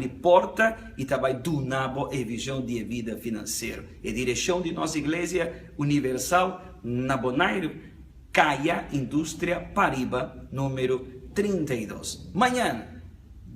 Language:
Papiamento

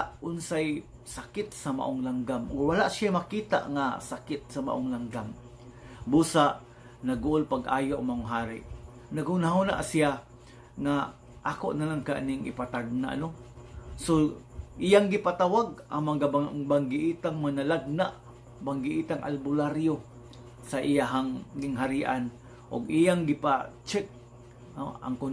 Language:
Cebuano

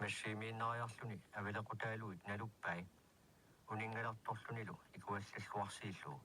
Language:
Kalaallisut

